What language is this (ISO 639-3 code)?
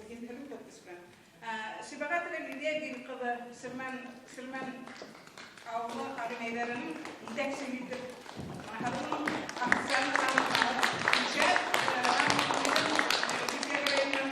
bak